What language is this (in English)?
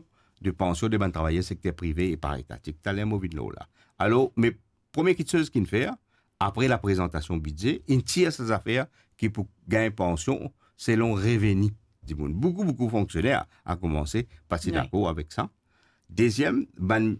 Morisyen